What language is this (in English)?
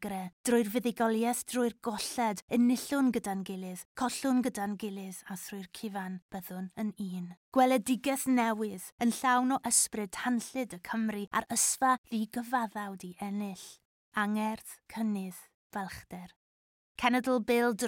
Welsh